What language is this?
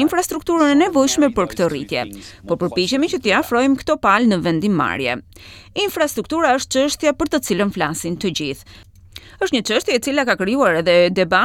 Albanian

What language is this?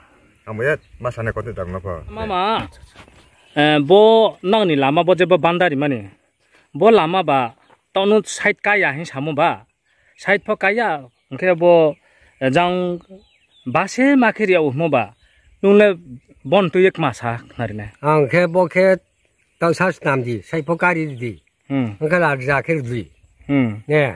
Riang (India)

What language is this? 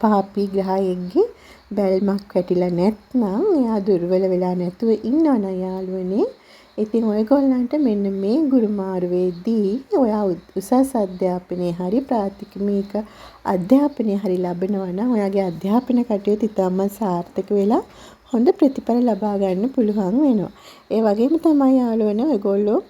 Sinhala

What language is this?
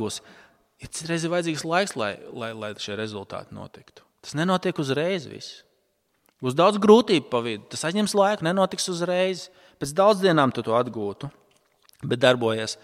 Latvian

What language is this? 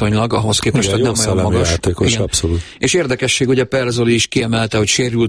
Hungarian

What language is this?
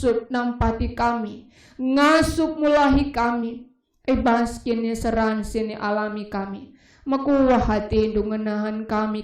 Batak Karo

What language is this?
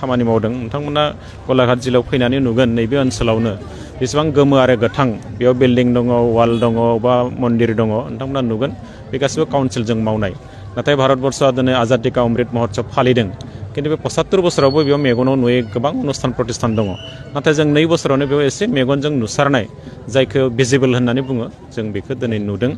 Bodo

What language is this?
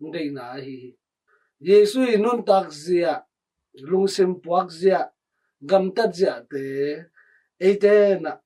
Tedim Chin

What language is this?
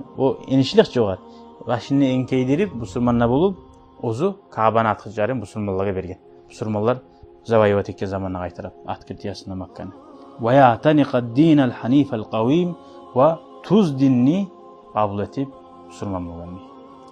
Kumyk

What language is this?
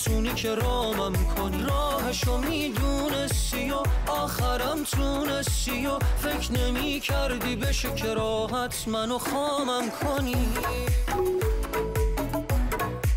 Persian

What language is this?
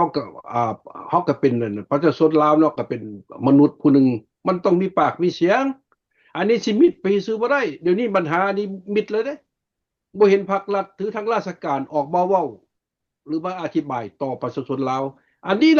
Lao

